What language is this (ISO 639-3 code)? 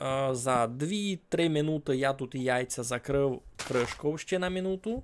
rue